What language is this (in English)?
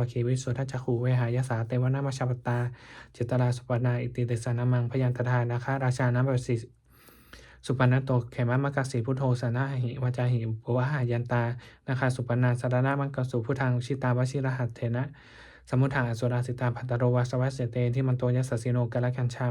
Pali